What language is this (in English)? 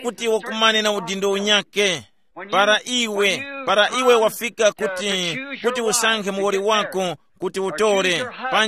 Tumbuka